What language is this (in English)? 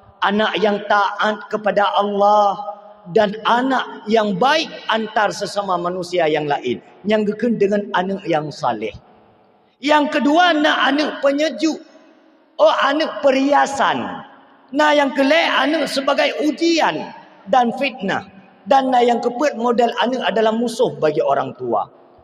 Achinese